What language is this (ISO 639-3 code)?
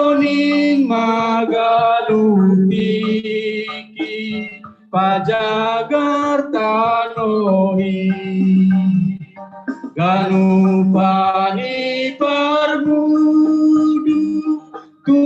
bts